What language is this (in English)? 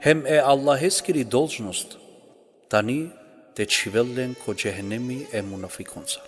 Balkan Romani